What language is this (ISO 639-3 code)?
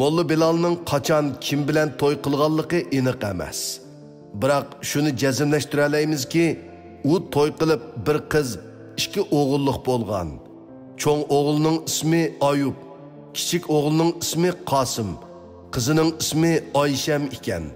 uig